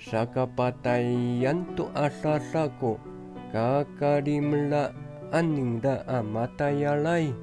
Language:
Amis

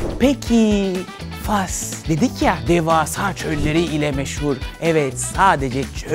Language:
Turkish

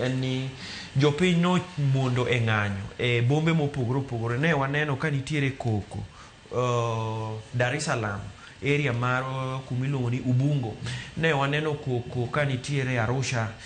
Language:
Luo (Kenya and Tanzania)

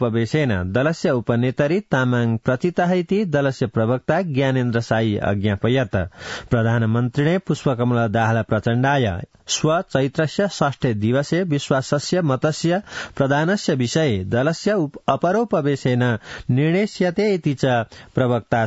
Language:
Sanskrit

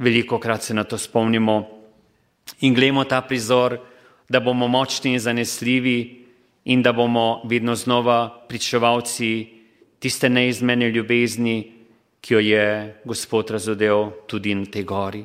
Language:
Slovenian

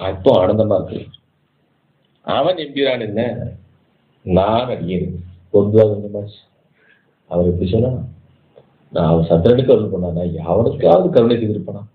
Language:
Tamil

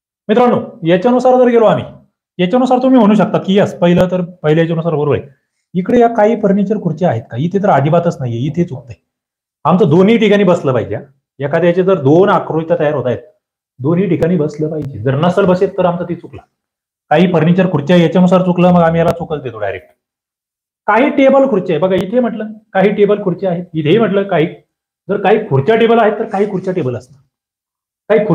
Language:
Marathi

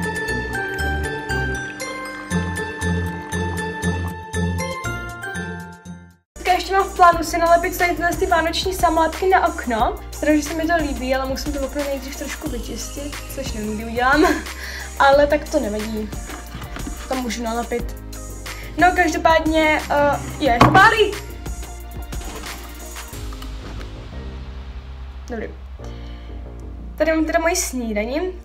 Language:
Czech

